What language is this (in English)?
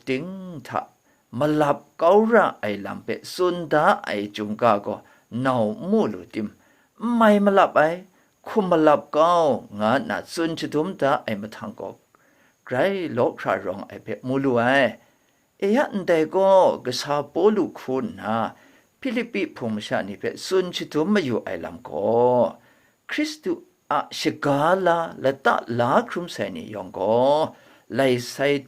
Kachin